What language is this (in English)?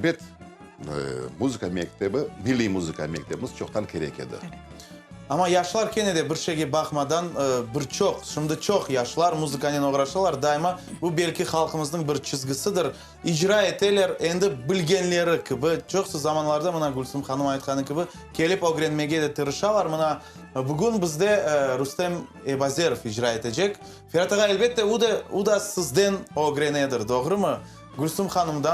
Crimean Tatar